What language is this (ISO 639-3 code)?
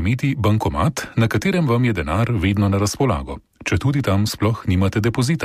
slv